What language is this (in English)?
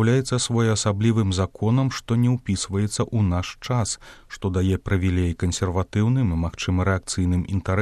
Belarusian